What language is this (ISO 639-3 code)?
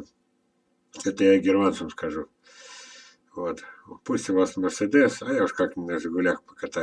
rus